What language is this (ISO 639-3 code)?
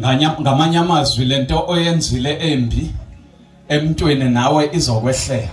zul